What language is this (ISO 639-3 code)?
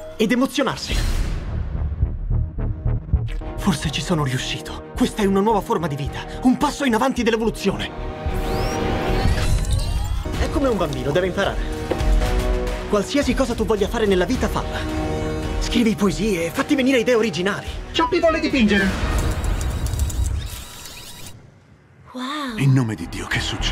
ita